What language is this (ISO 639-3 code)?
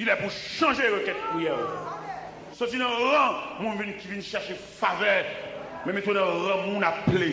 hat